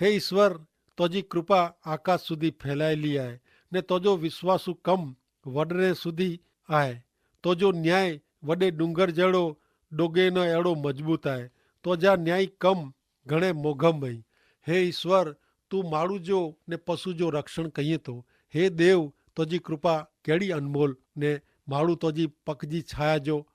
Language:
Kachhi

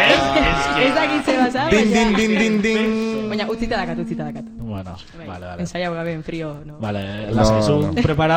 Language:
Basque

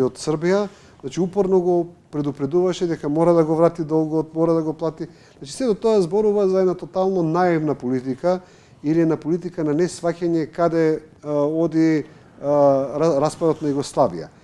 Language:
Macedonian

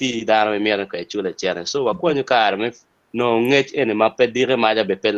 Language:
Acoli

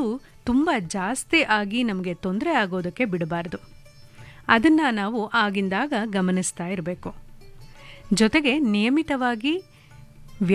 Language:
Kannada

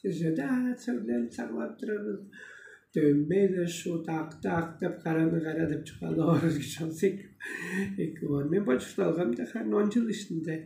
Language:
Tuvinian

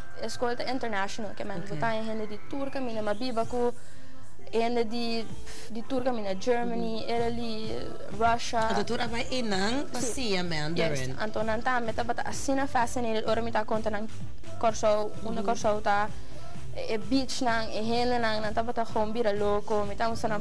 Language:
Papiamento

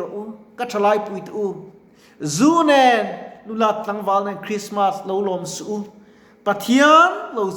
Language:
Mizo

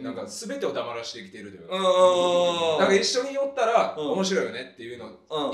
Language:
Japanese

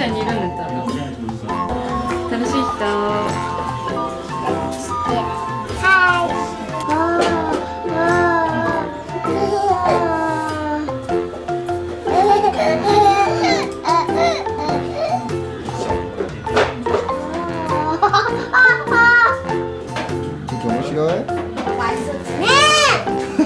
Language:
Japanese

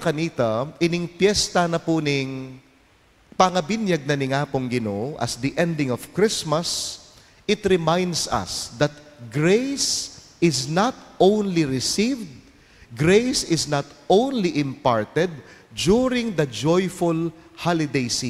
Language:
Pampanga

